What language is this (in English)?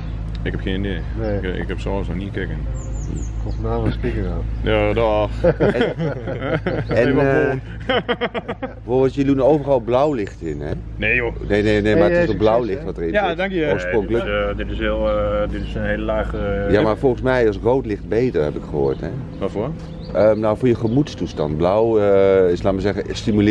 Dutch